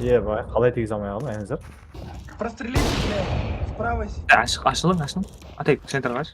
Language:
Kara-Kalpak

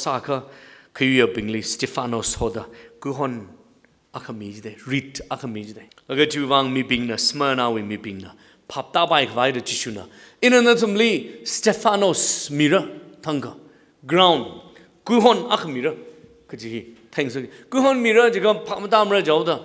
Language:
Tangkhul Naga (India)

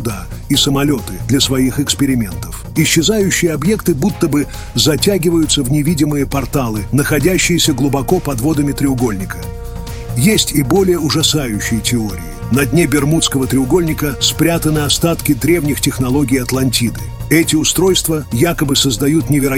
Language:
Russian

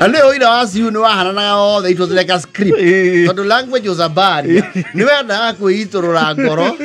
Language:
Kikuyu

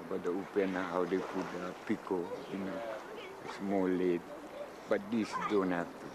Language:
Hawaiian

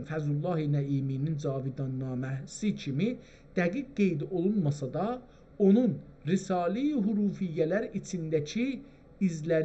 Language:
South Azerbaijani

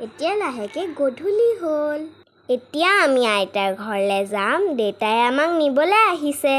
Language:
Assamese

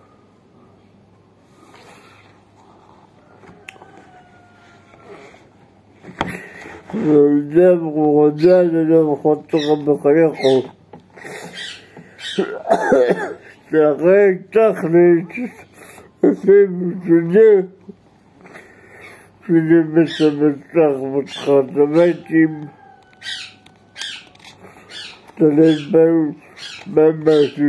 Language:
Hebrew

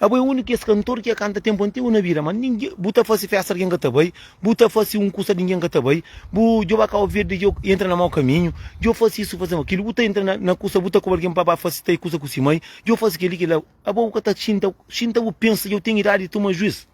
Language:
Kabuverdianu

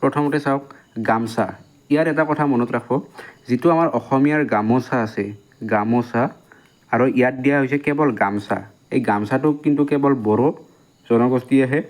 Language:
Assamese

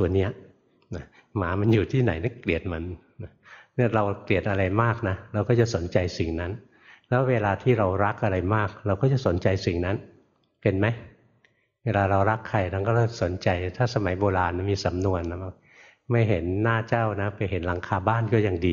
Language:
Thai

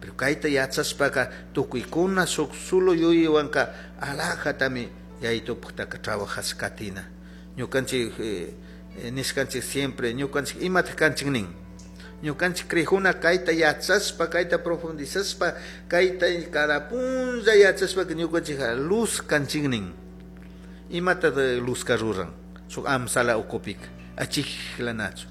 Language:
Chimborazo Highland Quichua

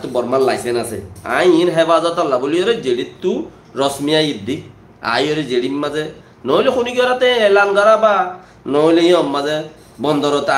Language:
Rohingya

